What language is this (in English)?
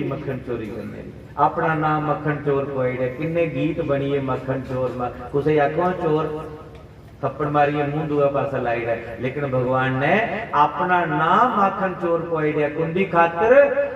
Dogri